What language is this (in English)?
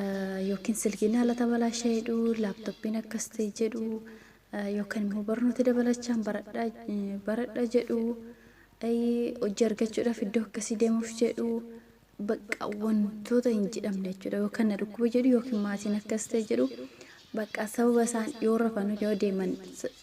Oromo